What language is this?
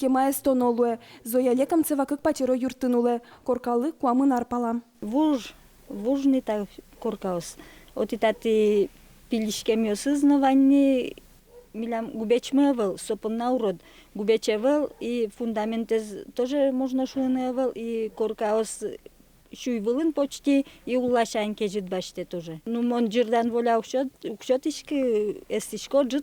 Udmurt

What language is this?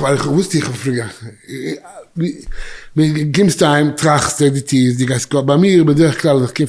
Yiddish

